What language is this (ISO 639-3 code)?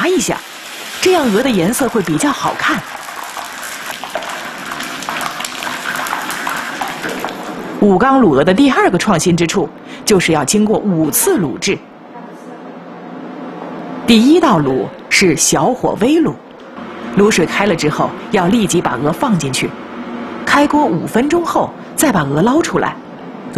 zho